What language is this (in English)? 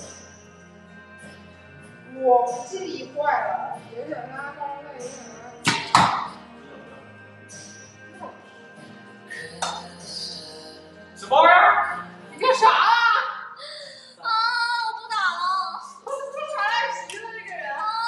Chinese